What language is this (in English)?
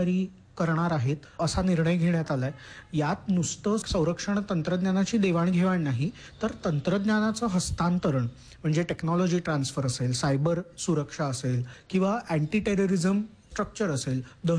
Marathi